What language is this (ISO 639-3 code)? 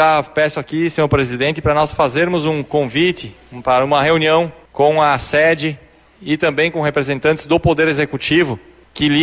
por